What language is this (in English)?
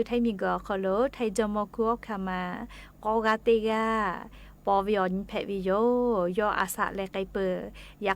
Lahu